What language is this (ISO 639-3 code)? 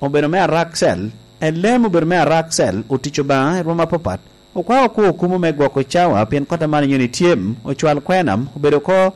laj